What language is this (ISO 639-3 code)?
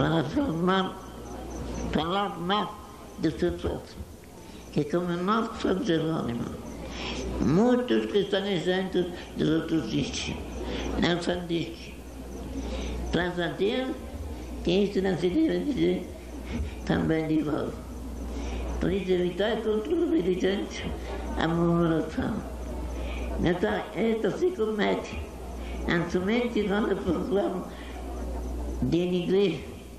por